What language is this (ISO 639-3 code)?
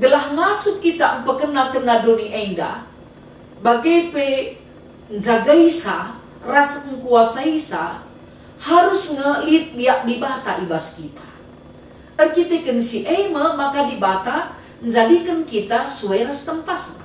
btx